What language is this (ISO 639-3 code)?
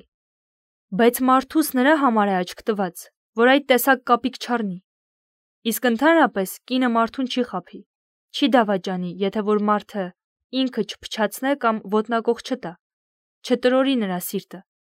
hye